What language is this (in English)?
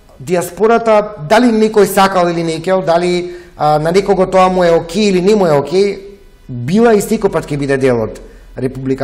Macedonian